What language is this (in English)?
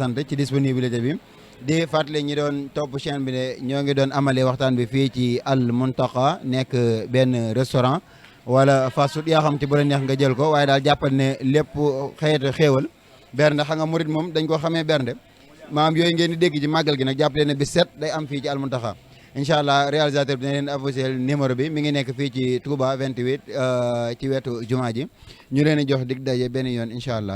Wolof